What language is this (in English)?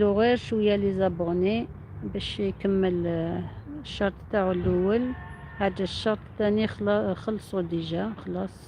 Algerian Arabic